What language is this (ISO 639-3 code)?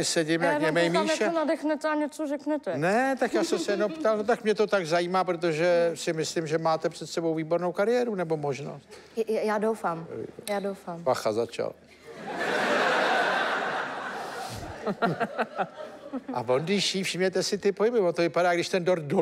ces